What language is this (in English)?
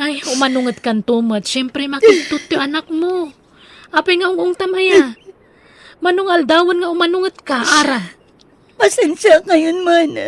Iloko